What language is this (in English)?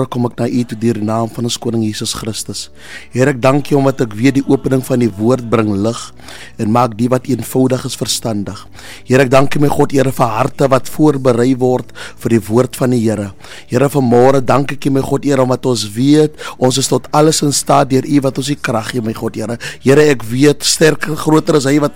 Afrikaans